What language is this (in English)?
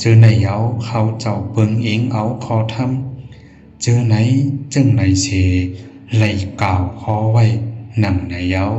Shan